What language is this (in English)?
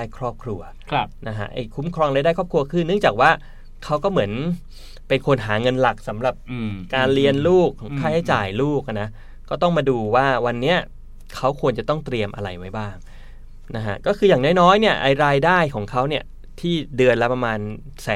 Thai